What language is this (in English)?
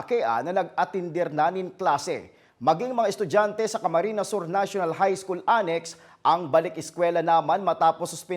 Bikol